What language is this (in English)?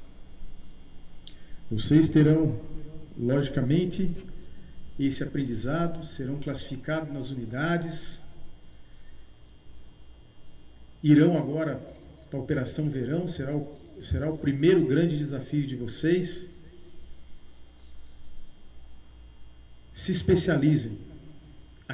Portuguese